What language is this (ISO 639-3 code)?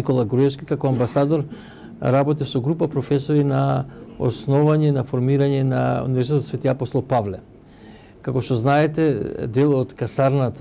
mkd